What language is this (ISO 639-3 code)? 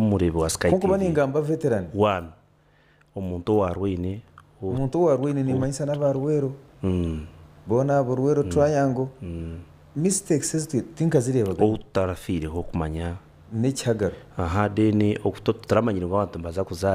nyn